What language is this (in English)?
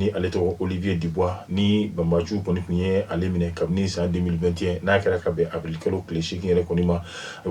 Bambara